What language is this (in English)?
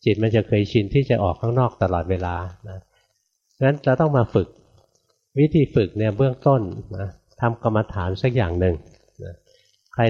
Thai